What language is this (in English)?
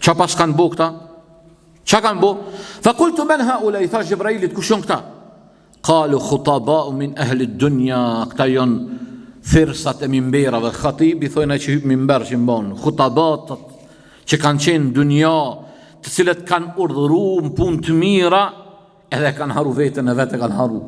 Albanian